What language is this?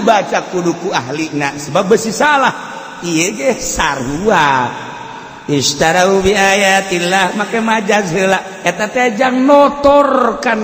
Sundanese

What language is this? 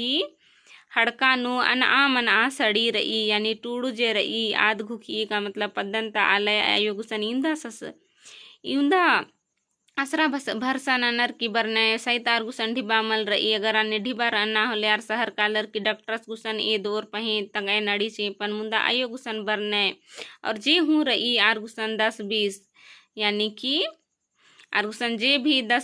Kurukh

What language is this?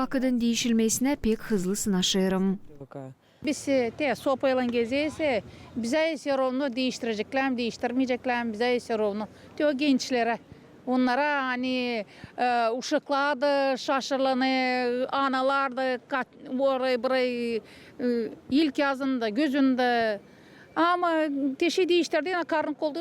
Gagauz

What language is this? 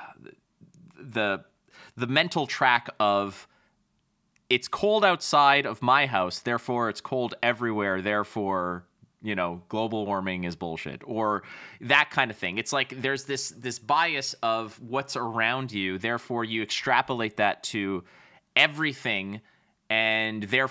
English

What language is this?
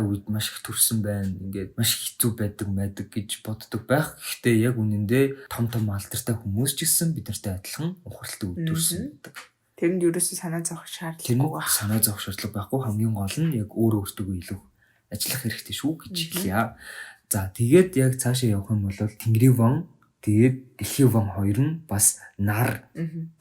Mongolian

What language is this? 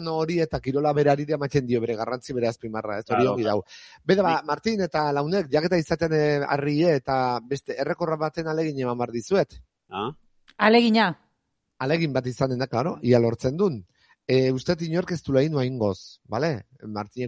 Basque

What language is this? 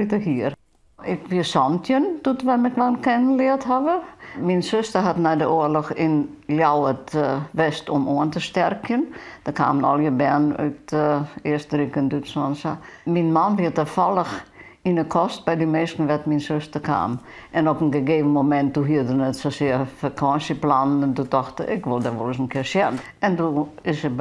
Western Frisian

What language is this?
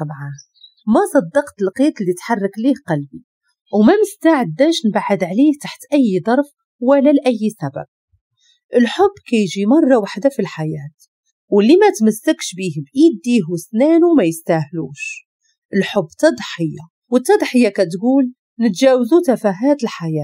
Moroccan Arabic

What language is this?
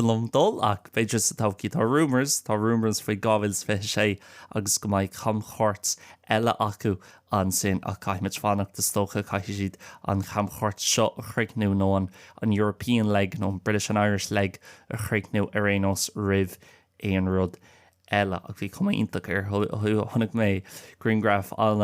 Irish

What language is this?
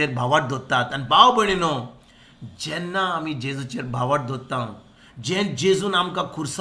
Konkani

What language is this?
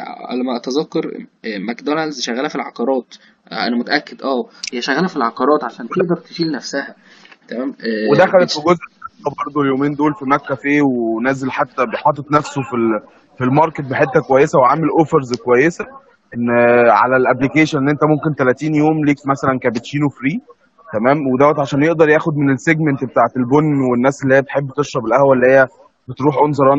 Egyptian Arabic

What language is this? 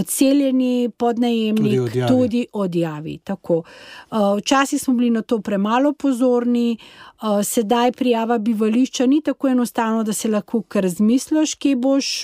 Slovenian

